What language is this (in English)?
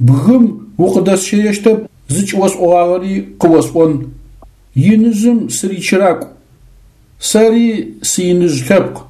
Adyghe